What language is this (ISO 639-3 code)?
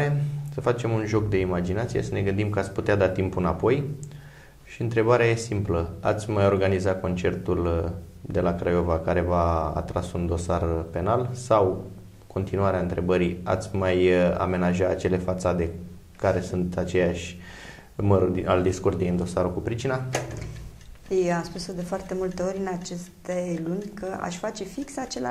ron